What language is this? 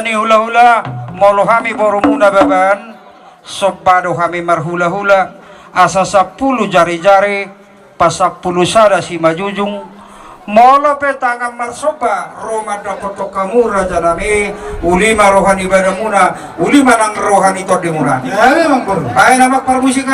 Batak Toba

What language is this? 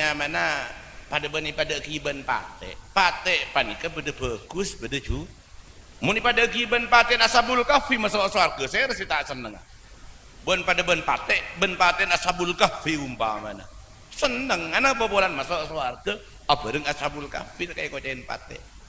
Madurese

